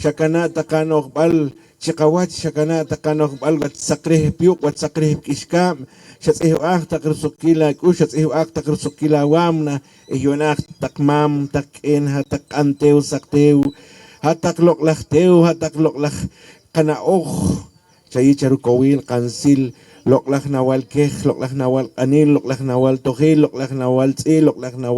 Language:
Poqomchi'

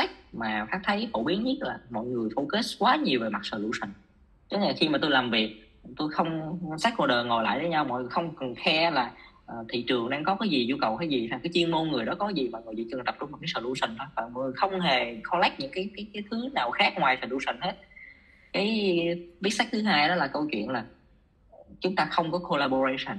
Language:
Vietnamese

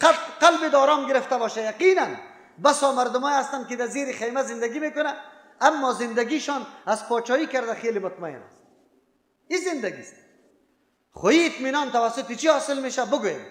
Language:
Persian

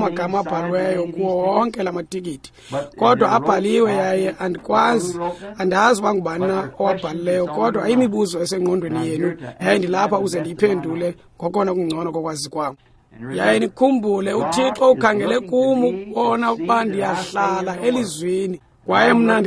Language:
Xhosa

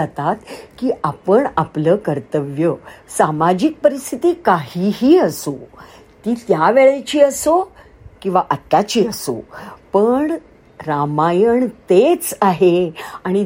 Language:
Marathi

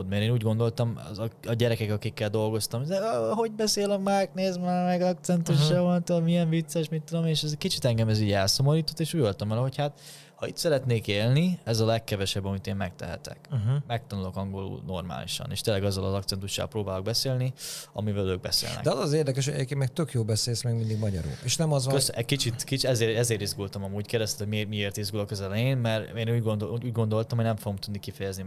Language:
Hungarian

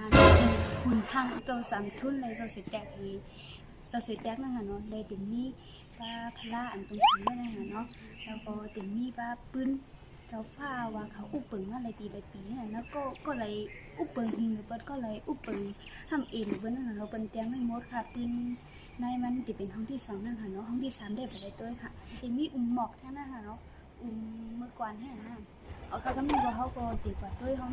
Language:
Shan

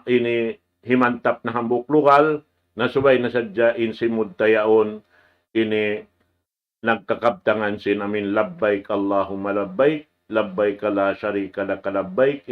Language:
Tausug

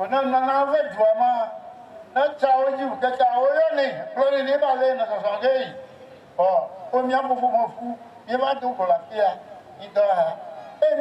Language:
Ewe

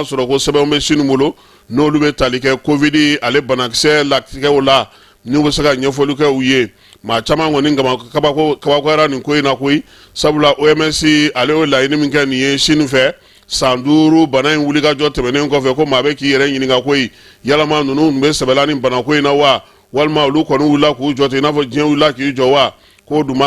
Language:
Bambara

